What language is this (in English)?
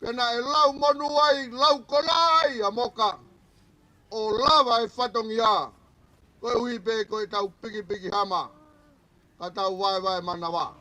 Tongan